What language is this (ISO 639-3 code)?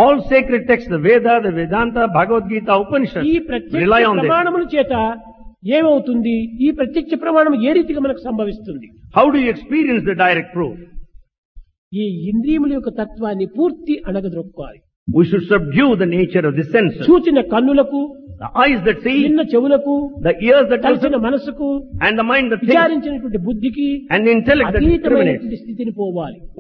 tel